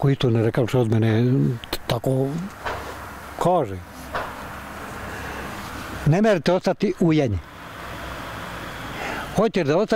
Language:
Bosnian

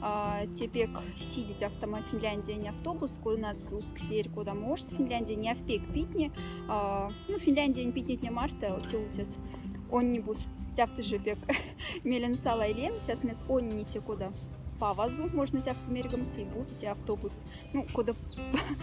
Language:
Moksha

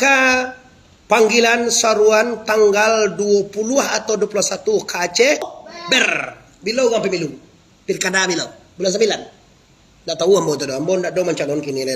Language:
Minangkabau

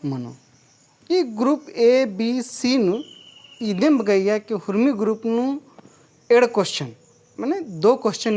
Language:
Kurukh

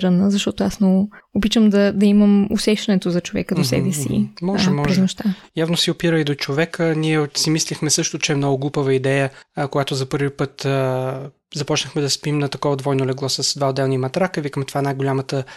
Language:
Bulgarian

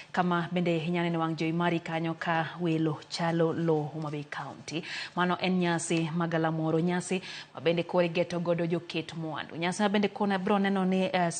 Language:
Luo (Kenya and Tanzania)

